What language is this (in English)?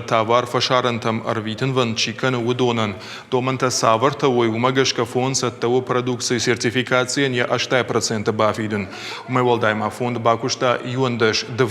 Ossetic